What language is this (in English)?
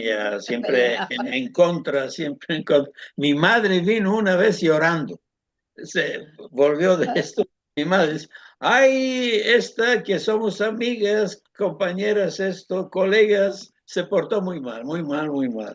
Ladino